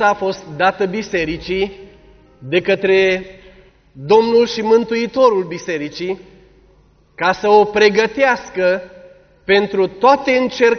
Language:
Romanian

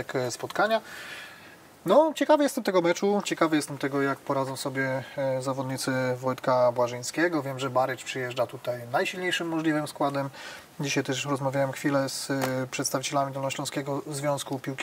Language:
Polish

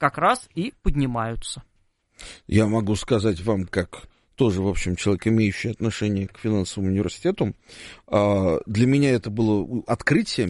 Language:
Russian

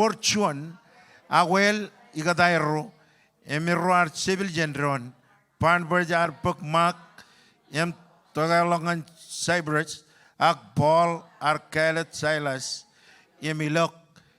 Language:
Marshallese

